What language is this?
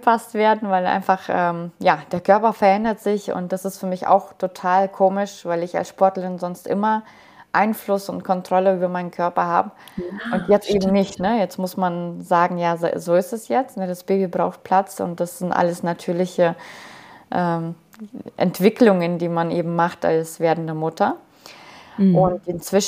German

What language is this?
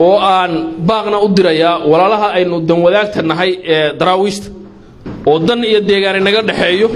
Somali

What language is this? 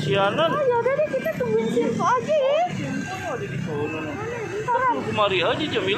Betawi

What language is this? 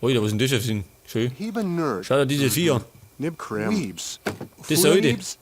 Bavarian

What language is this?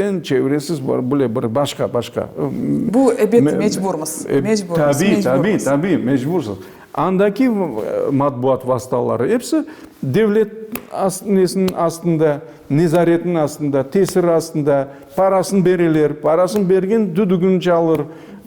Crimean Tatar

